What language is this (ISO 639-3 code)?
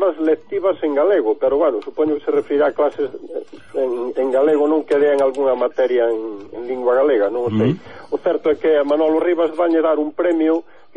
glg